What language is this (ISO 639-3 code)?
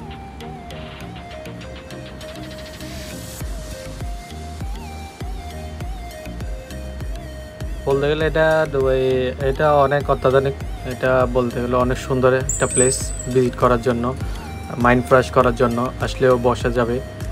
ben